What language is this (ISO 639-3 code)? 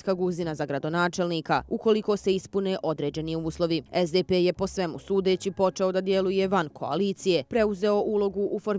bos